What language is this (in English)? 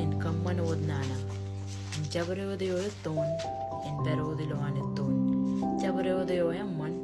Marshallese